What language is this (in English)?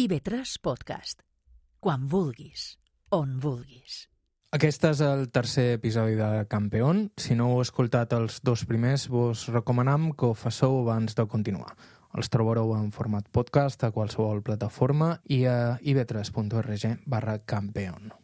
Catalan